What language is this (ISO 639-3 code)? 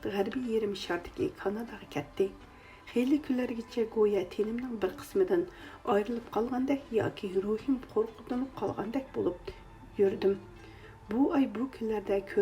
uig